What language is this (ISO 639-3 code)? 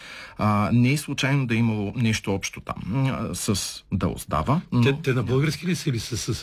bul